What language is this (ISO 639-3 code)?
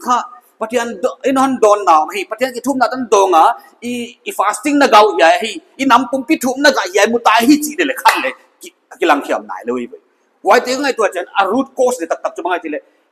pck